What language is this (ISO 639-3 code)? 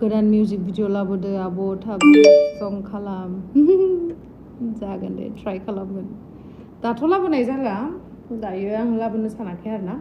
brx